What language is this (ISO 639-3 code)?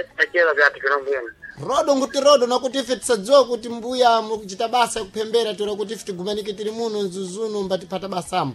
seh